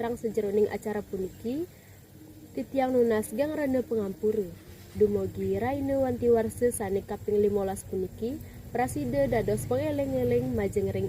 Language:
Balinese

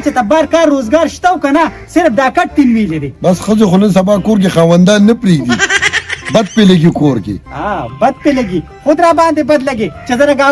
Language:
Pashto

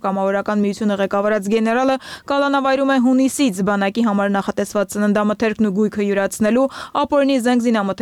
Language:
Armenian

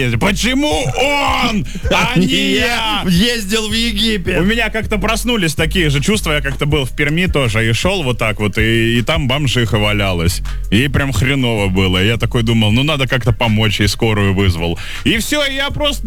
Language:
Russian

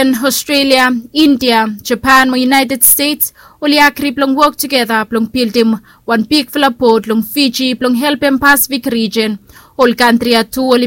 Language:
Bislama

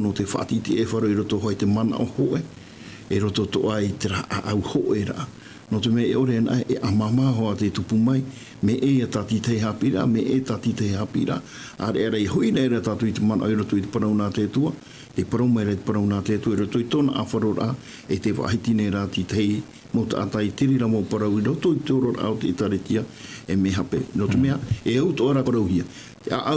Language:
Tahitian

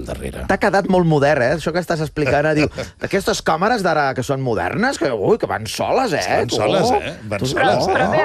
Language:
Catalan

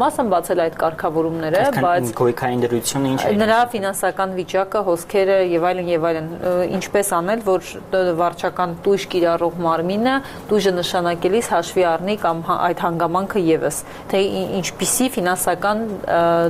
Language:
Armenian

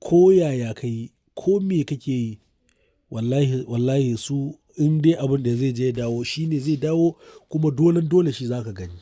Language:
Hausa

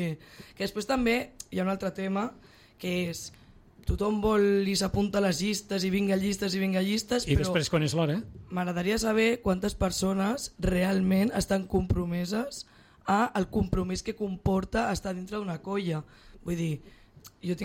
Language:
Catalan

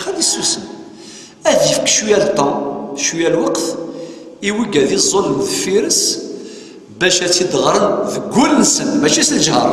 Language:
Kabyle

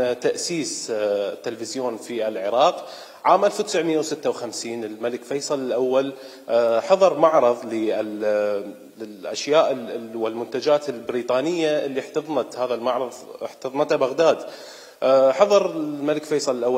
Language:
Mesopotamian Arabic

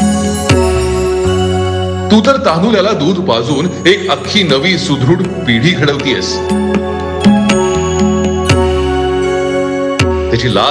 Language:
Marathi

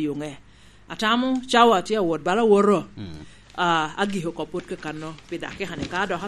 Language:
Lango (Uganda)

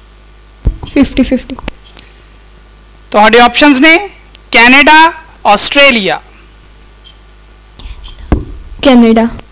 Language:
Punjabi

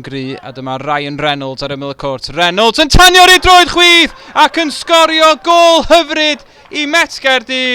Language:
Welsh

